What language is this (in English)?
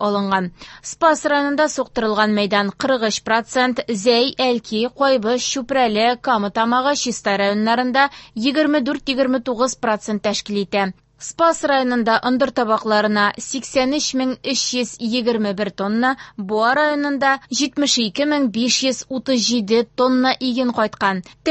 Tatar